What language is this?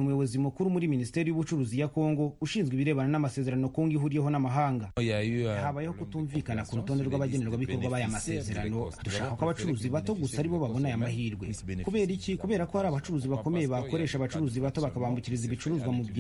Kinyarwanda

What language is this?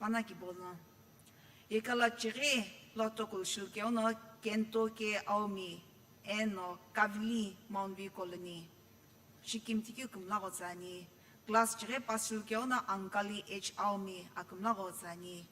Sumi Naga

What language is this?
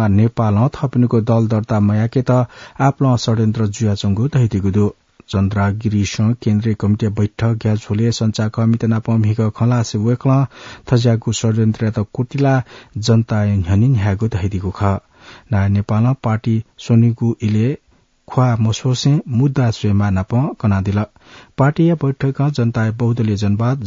Newari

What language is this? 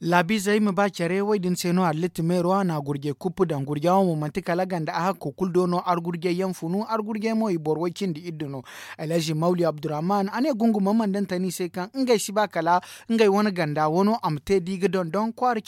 Zarma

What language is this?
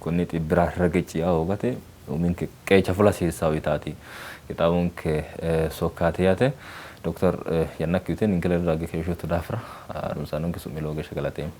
Sidamo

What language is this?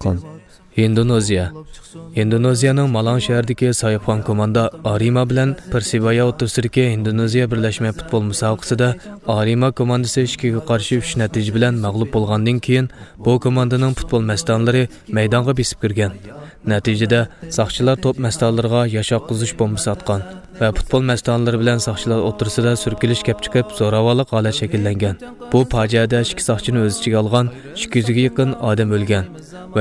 Uyghur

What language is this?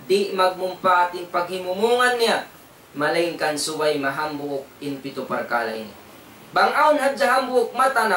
Tausug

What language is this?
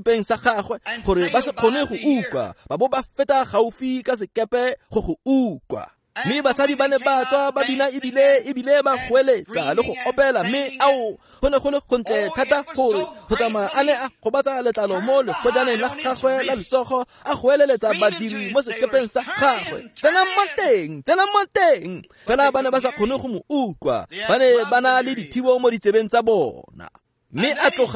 Tswana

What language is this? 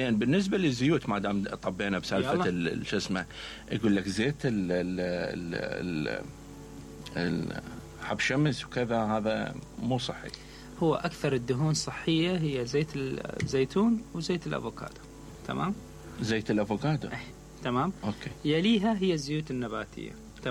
Mesopotamian Arabic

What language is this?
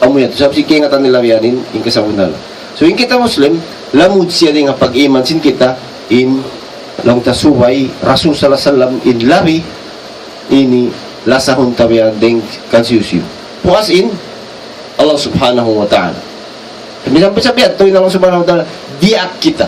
Tausug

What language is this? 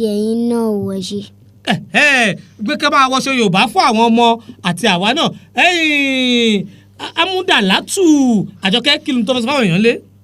Yoruba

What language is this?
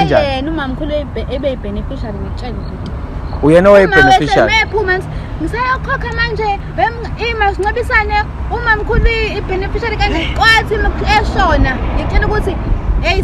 Zulu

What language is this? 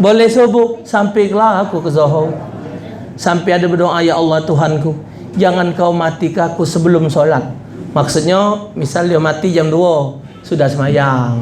Musi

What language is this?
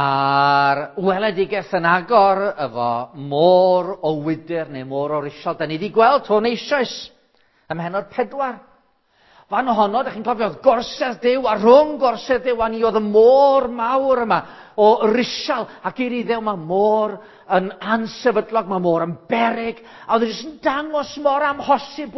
Welsh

